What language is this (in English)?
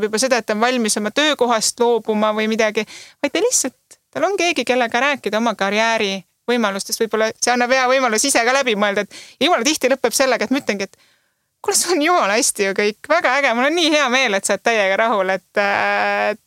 Estonian